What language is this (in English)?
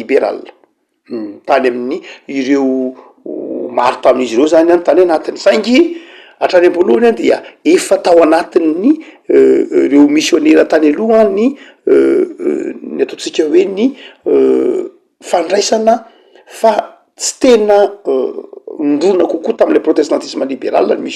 Malagasy